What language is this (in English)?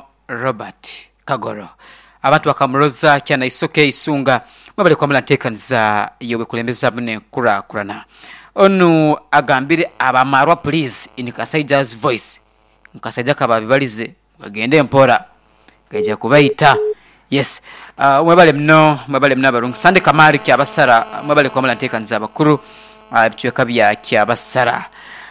Nyoro